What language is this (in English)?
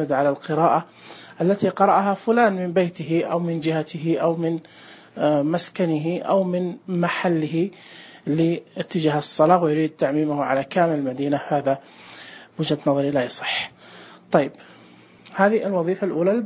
Najdi Arabic